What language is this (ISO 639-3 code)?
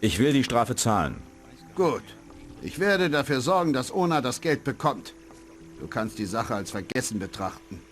bar